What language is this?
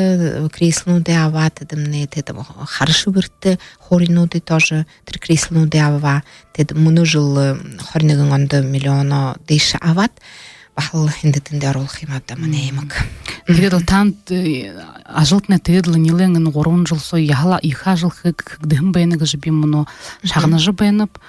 Buriat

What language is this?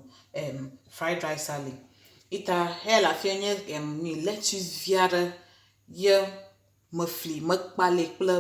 Ewe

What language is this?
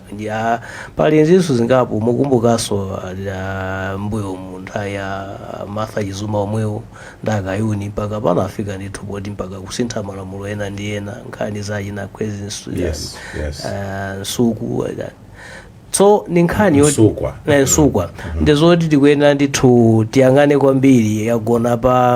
Nyanja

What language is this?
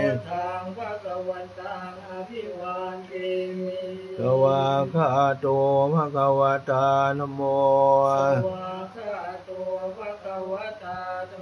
Pali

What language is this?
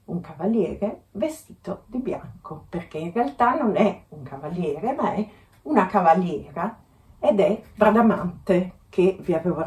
Italian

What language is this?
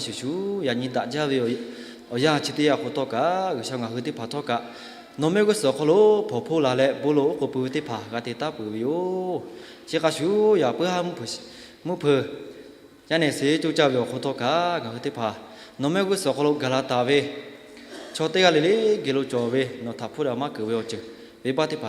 Lahu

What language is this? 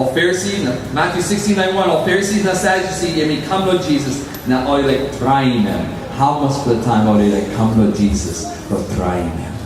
Tok Pisin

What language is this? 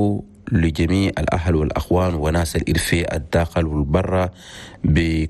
Chadian Arabic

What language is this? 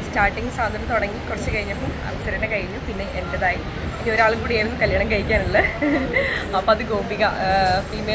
Malayalam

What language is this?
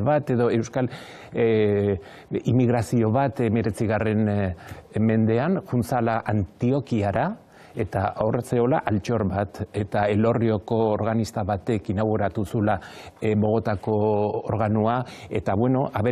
Basque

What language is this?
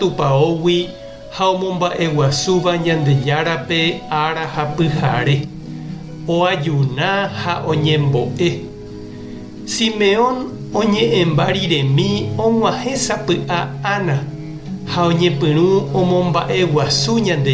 Guarani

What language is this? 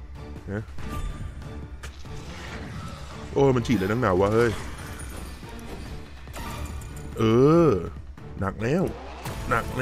Thai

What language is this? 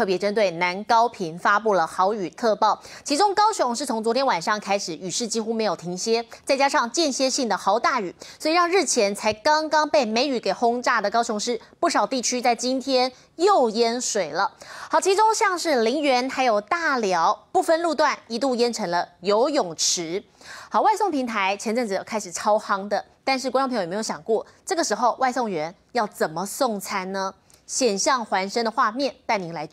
Chinese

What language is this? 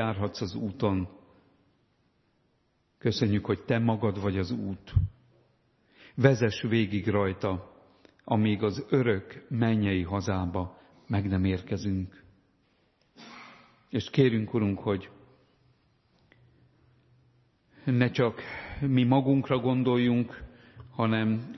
Hungarian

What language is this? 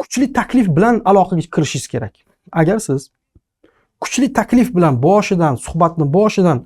Uzbek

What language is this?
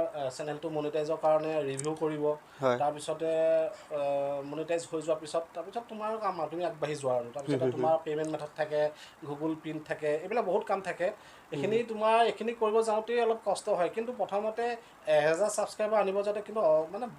Assamese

